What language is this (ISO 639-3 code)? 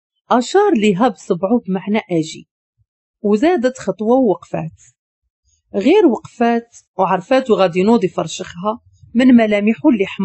ary